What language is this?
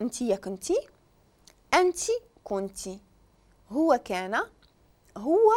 Moroccan Arabic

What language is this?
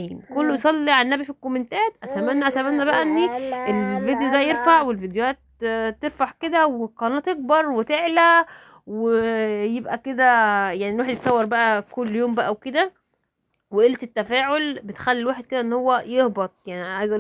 Egyptian Arabic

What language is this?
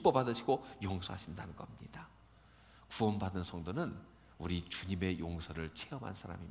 Korean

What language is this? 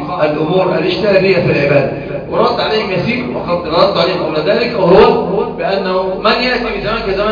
Arabic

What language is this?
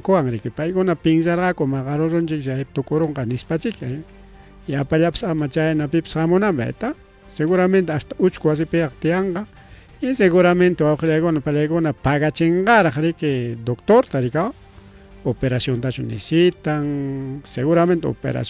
Ayacucho Quechua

